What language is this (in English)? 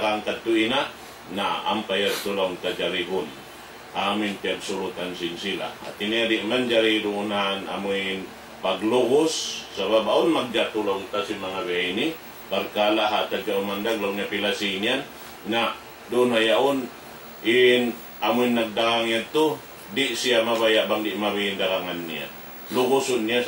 Tausug